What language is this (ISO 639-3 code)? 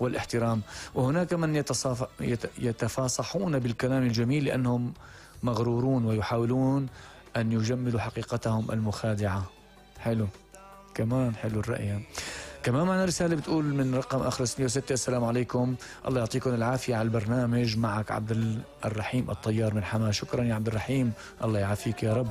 apc